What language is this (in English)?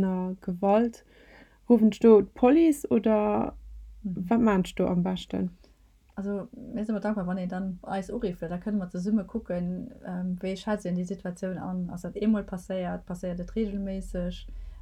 Luxembourgish